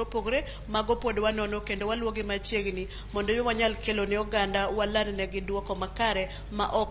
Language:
Luo (Kenya and Tanzania)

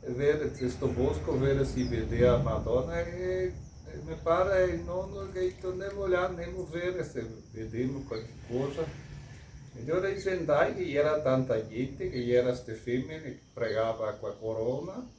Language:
Venetian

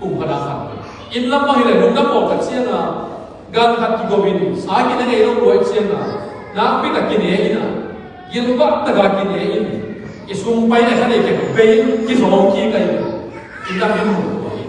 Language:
Tedim Chin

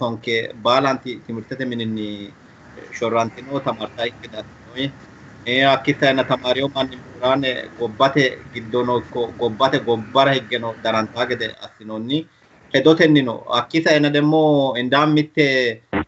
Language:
Sidamo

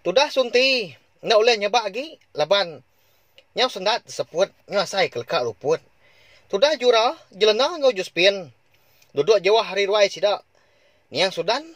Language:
Iban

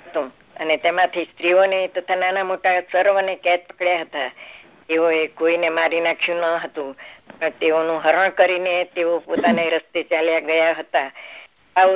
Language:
Gujarati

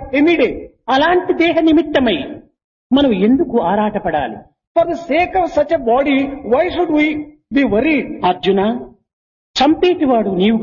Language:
Telugu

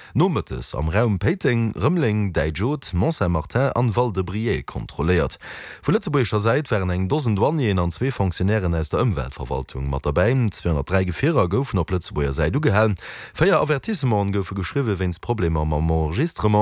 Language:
Luxembourgish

